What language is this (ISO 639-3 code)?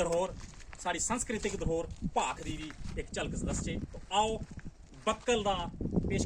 doi